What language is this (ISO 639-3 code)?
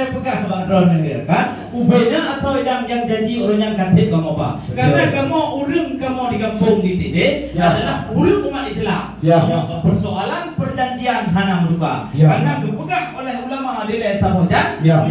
ace